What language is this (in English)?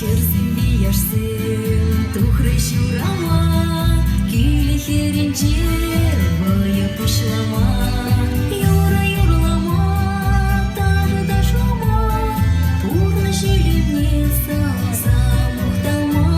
Chuvash